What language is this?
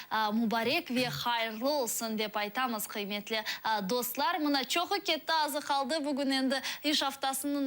Crimean Tatar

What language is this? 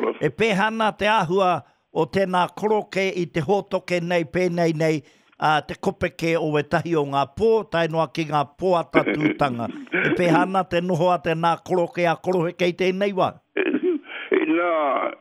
Māori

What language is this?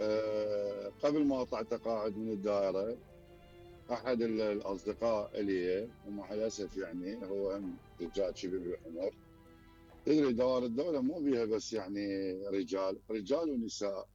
Mesopotamian Arabic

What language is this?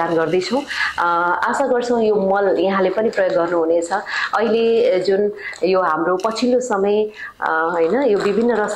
Nepali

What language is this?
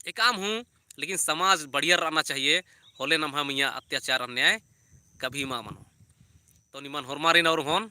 Kurukh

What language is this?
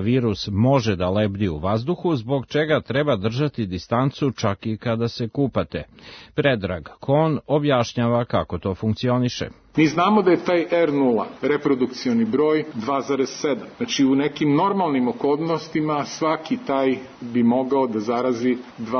Serbian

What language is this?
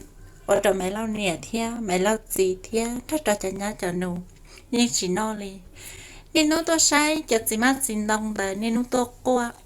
Hmong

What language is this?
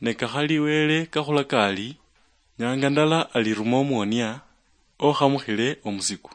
Luyia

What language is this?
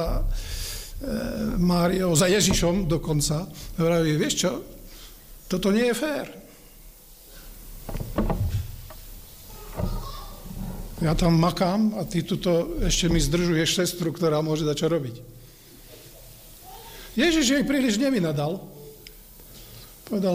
Slovak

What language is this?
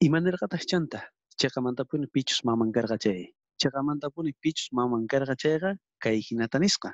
South Bolivian Quechua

